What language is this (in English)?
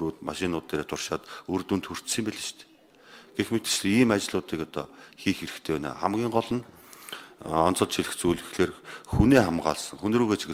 Mongolian